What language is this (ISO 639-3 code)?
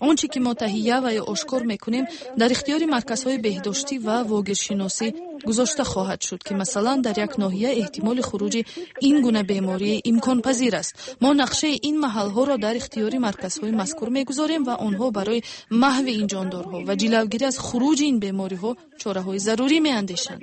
tgk